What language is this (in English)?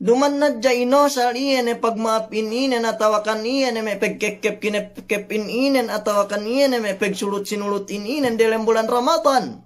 Yakan